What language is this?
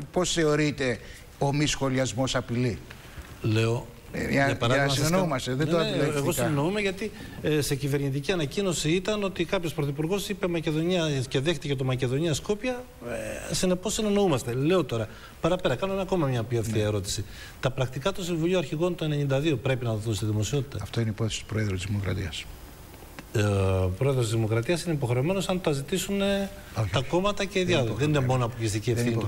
Greek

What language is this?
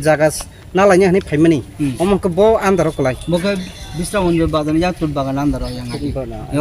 Kok Borok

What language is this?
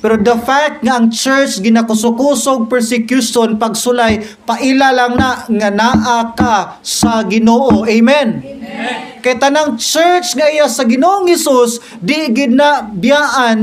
Cebuano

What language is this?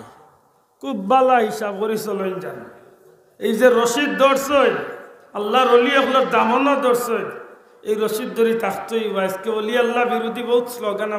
Sylheti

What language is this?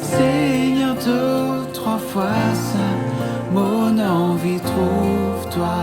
Morisyen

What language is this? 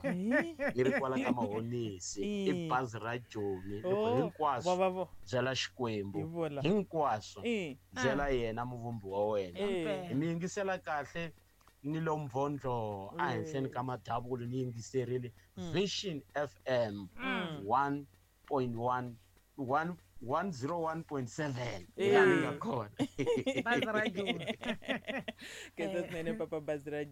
Tsonga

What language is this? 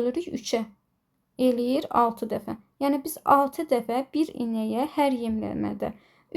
Azerbaijani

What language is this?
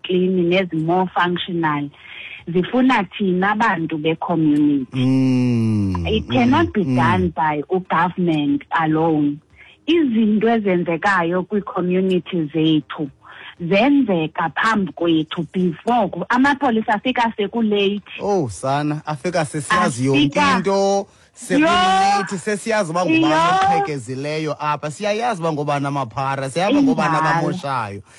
Xhosa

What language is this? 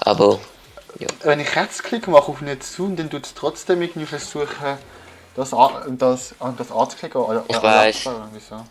Swiss German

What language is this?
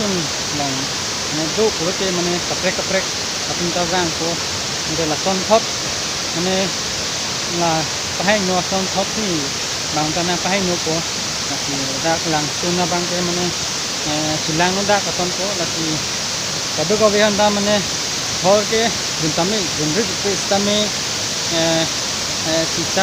Karbi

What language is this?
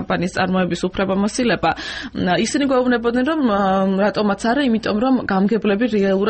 Georgian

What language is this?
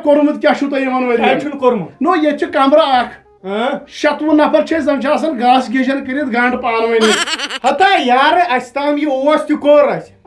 Kashmiri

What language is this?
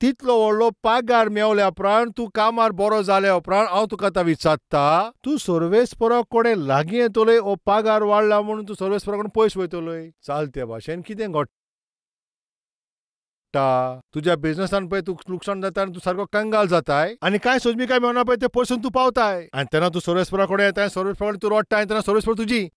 Konkani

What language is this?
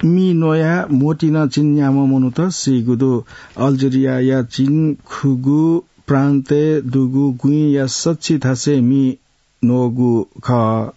Newari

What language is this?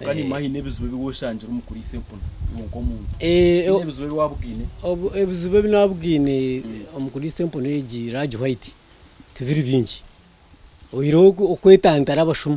Nyankole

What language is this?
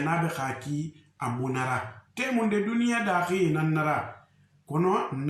Susu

